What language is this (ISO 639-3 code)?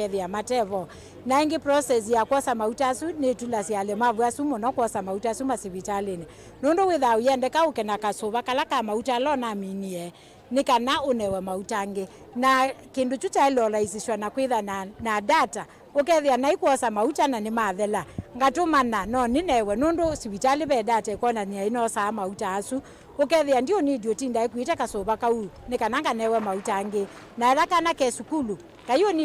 kam